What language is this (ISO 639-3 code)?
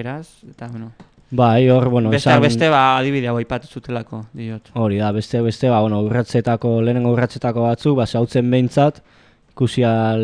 eus